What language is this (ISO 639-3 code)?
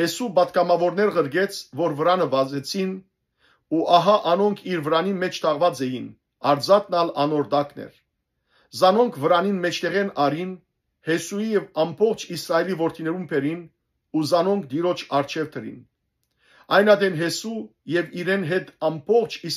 hyw